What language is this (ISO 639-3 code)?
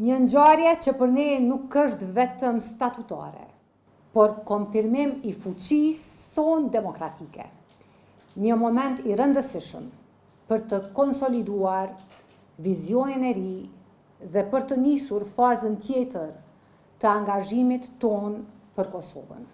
sqi